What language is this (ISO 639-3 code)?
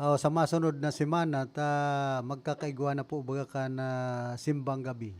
bik